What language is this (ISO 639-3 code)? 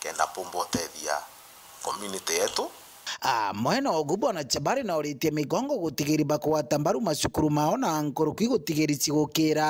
mer